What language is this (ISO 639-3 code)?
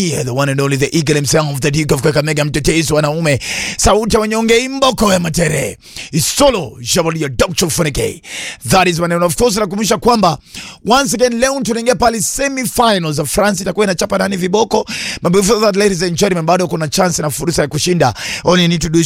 swa